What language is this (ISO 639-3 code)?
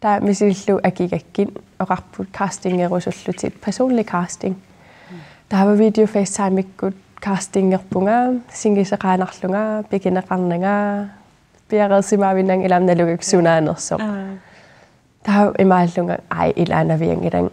kal